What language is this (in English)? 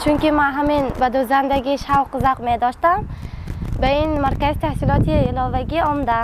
Tajik